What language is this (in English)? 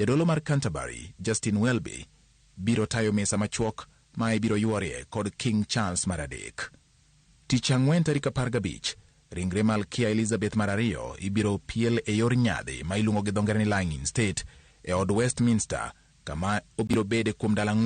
Luo (Kenya and Tanzania)